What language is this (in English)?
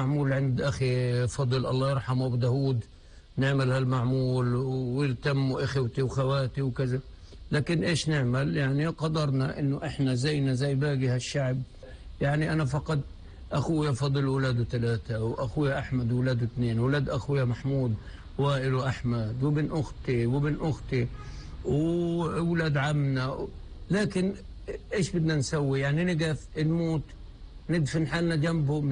North Levantine Arabic